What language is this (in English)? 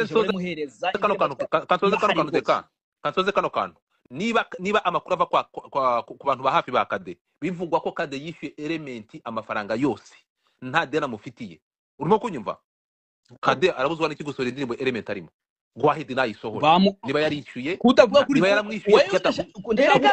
Kinyarwanda